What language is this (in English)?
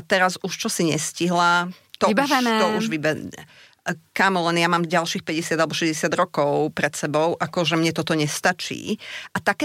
Slovak